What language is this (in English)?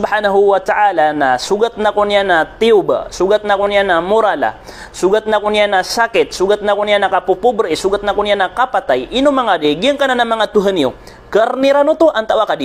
Maranao